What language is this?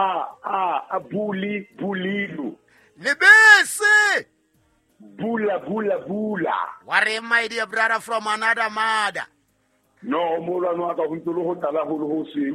Southern Sotho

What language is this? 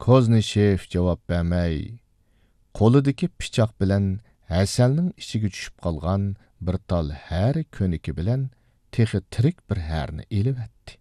Uyghur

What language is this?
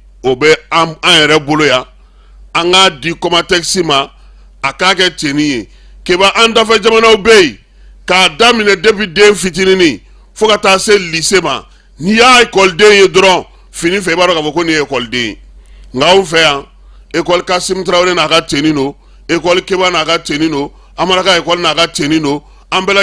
Bambara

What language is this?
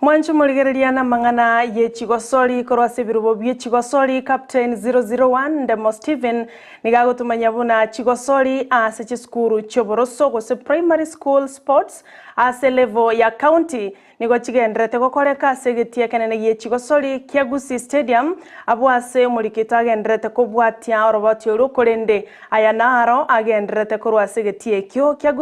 Gusii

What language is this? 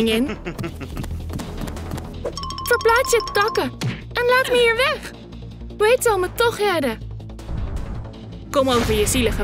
Dutch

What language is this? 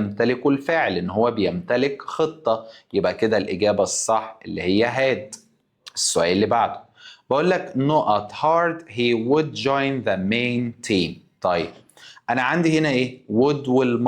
Egyptian Arabic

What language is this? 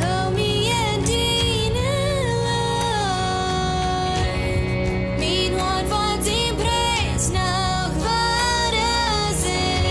Plautdietsch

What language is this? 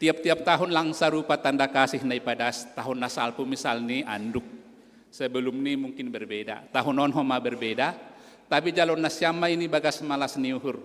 Batak Simalungun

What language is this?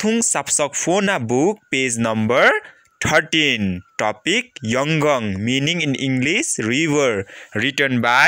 Limbu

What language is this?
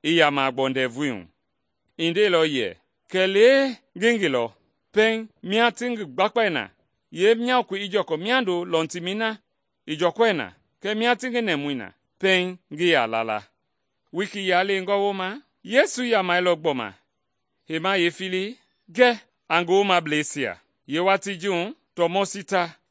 Mende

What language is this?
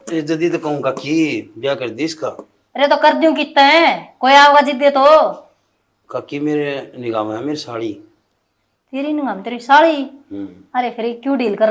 Haryanvi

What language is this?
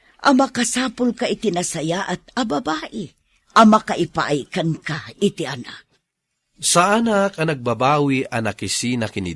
Iloko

